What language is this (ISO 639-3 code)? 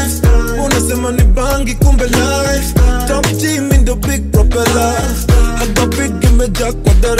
swa